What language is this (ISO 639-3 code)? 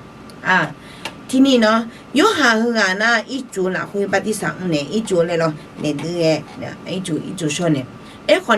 ahk